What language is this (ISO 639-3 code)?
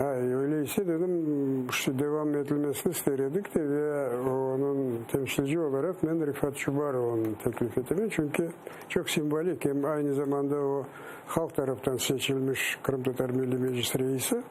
crh